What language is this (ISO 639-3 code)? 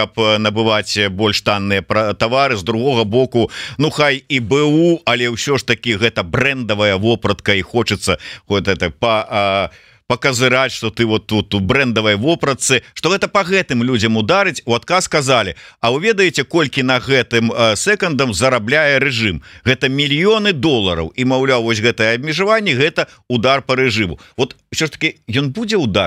bel